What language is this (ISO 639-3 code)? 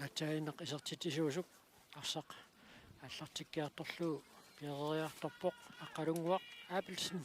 kal